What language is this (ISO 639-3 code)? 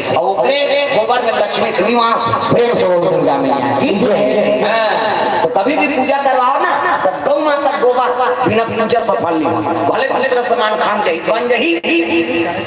hne